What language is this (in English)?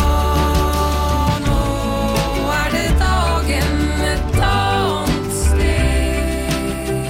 Norwegian